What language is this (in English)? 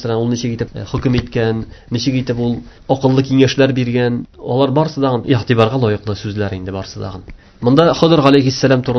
Tatar